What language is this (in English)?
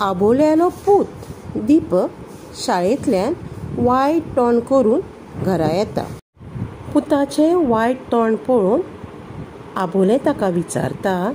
Konkani